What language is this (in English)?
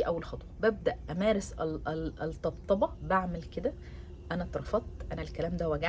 Egyptian Arabic